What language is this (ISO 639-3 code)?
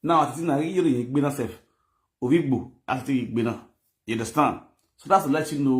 pcm